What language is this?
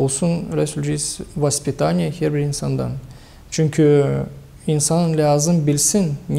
Gagauz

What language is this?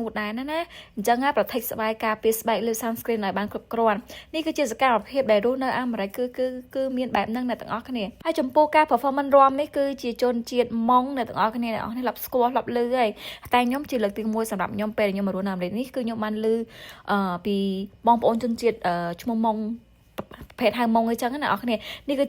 Khmer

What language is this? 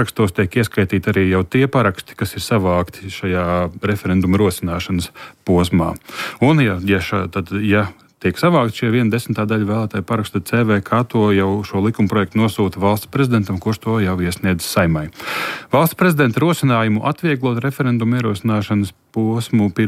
Latvian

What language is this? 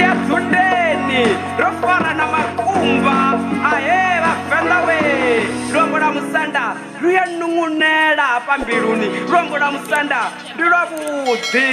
Venda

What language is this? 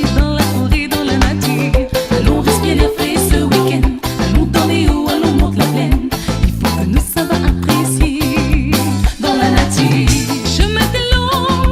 Réunion Creole French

